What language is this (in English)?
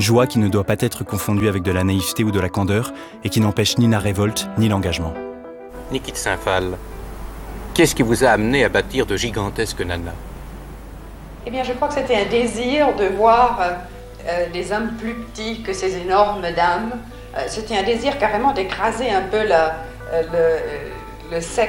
French